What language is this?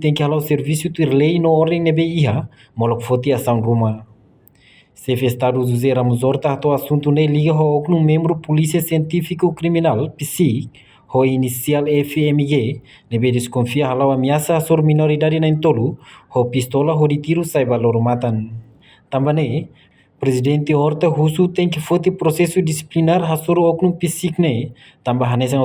Tetum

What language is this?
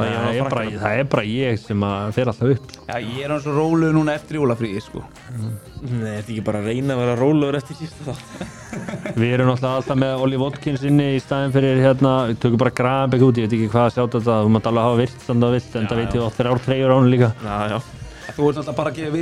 Icelandic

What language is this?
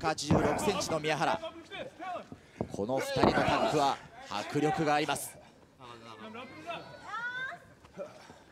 Japanese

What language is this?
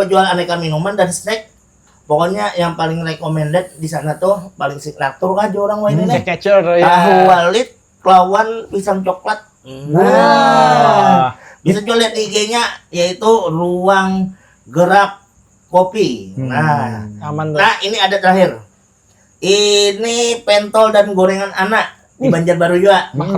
Banjar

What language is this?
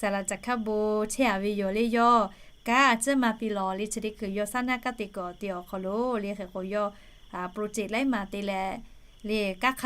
Lahu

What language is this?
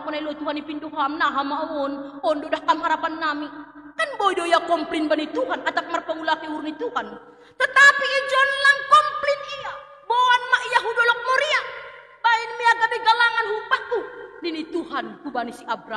Batak Simalungun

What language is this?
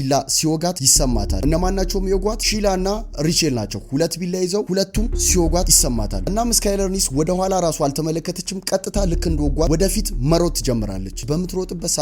Amharic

